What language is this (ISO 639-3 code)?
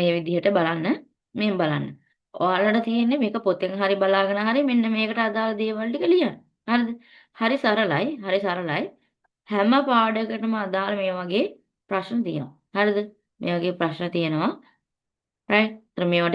sin